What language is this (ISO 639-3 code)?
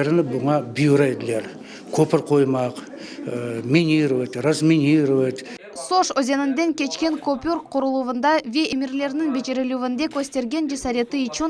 crh